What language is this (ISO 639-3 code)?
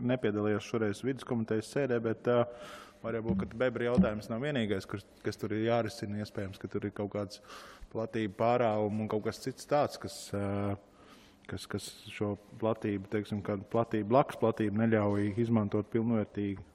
lav